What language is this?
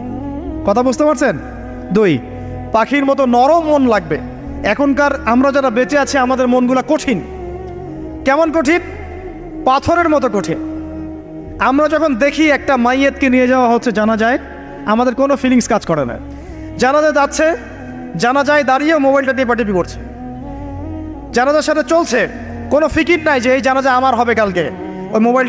Bangla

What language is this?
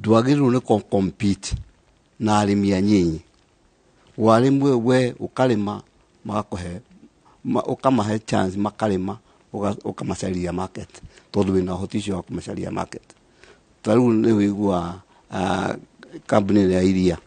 Kikuyu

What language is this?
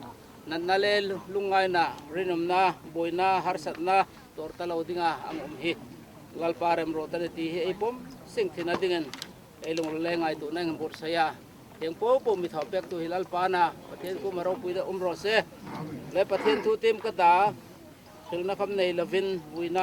Hmar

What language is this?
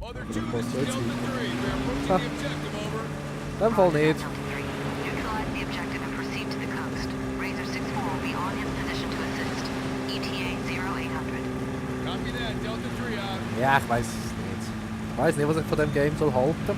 Swiss German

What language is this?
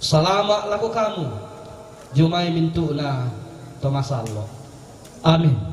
Toraja-Sa'dan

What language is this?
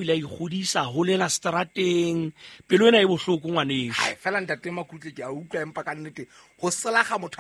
Southern Sotho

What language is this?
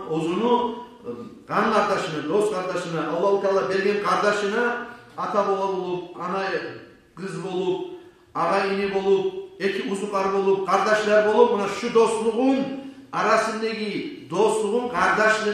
Kumyk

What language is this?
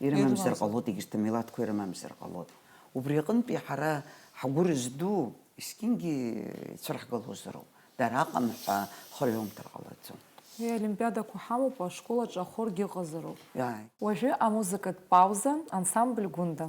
Abkhazian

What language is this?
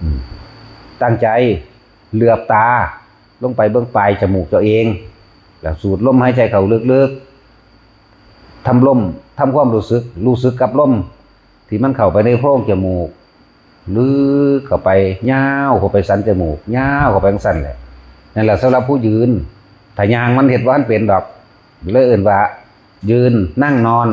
Northeastern Thai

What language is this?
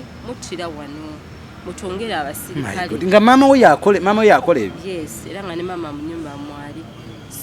Ganda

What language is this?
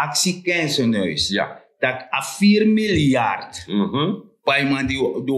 Sranan Tongo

